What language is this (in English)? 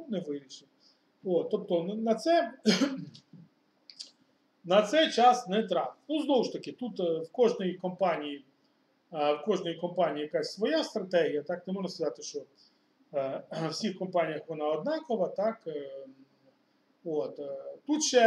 Ukrainian